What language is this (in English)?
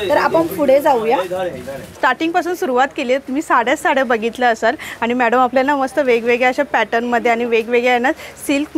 Marathi